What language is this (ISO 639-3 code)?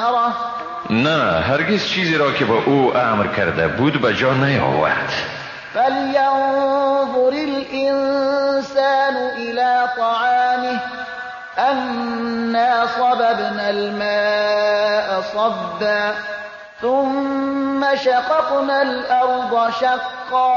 fas